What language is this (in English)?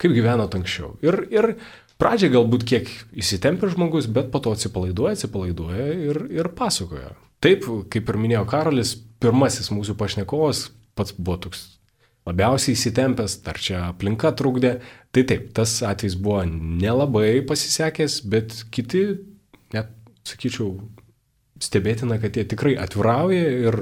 Lithuanian